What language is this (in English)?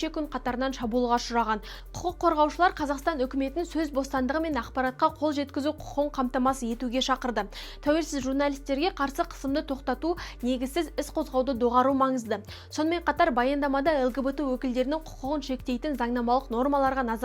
Kazakh